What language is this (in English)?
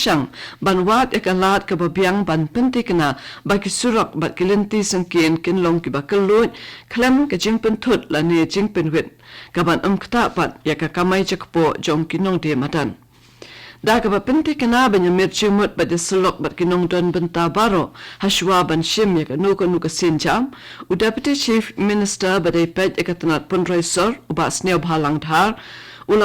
Khasi